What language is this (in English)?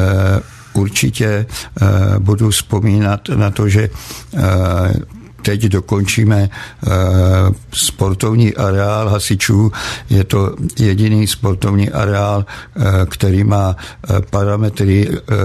Czech